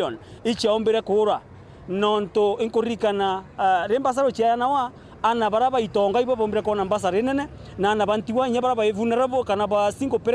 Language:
Meru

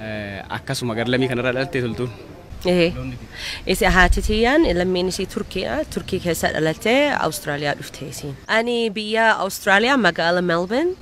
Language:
Oromo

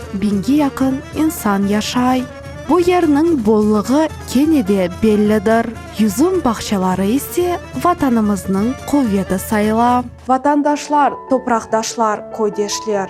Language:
Crimean Tatar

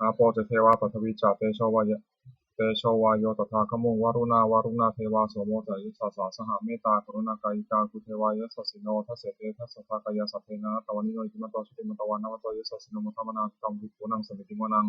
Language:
Pali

